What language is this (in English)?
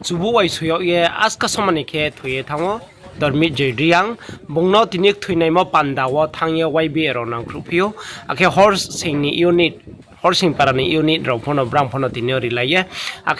Riang (India)